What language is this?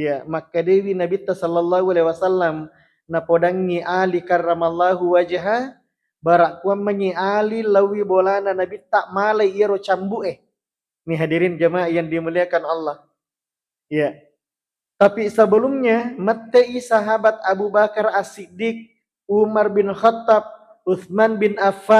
Buginese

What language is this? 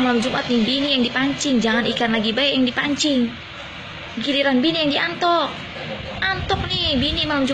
Betawi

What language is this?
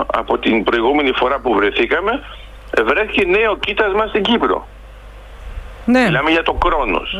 Greek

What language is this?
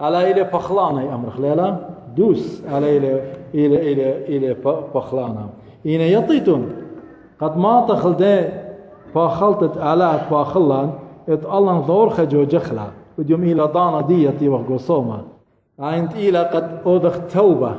Assyrian Neo-Aramaic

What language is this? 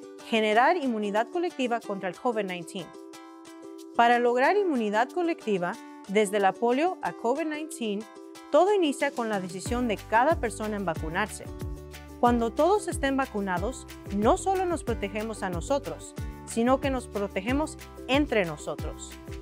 Spanish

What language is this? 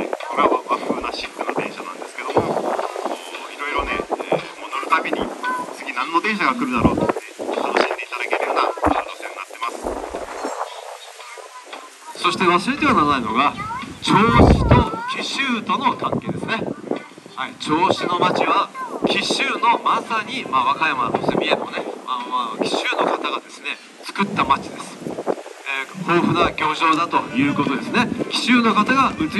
Japanese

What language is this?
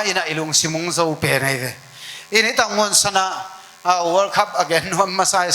Tedim Chin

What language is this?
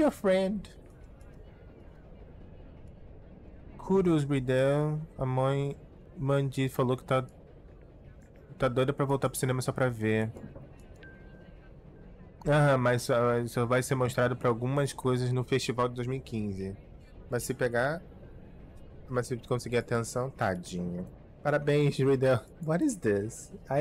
Portuguese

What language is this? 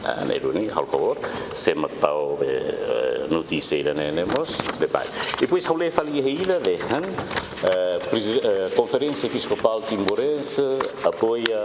Tetum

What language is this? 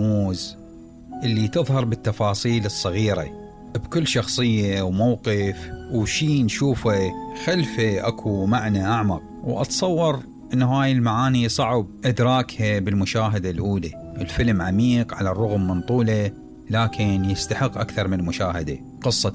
Mesopotamian Arabic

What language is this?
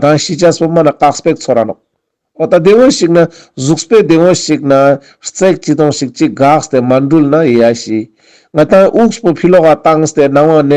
Ladakhi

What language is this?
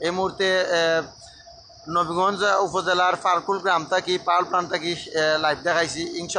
Sylheti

